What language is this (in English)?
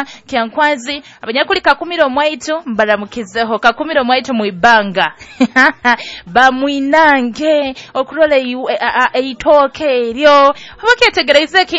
Nyoro